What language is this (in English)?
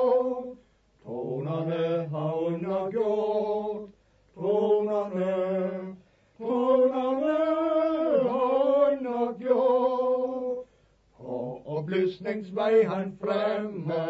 Danish